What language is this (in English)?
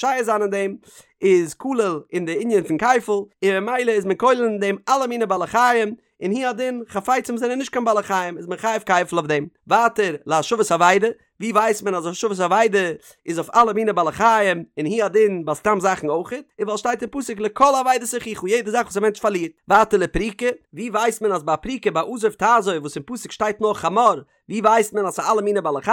Yiddish